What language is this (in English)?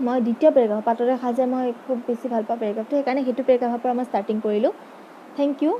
Assamese